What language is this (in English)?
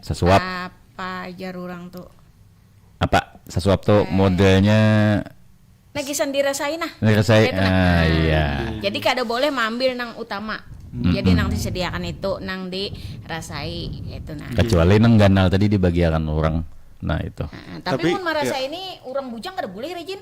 Banjar